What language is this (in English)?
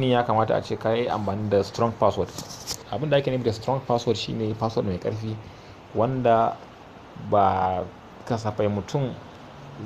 Hausa